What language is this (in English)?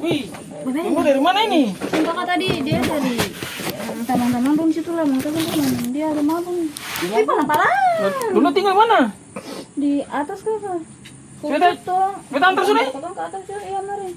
Ambonese Malay